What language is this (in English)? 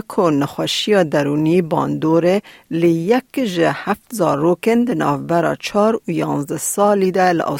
Kurdish